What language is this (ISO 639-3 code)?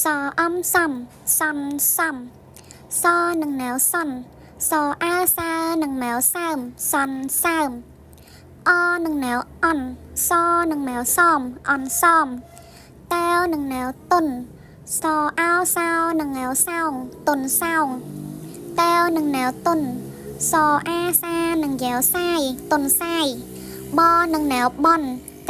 khm